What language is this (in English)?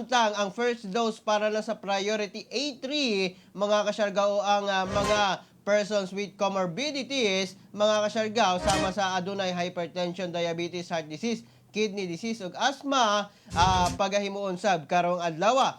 Cebuano